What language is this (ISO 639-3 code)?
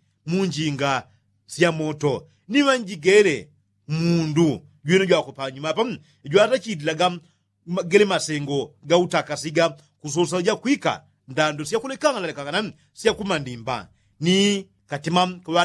yao